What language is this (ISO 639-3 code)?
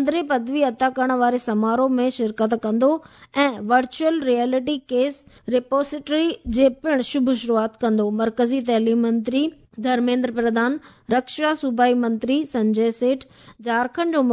snd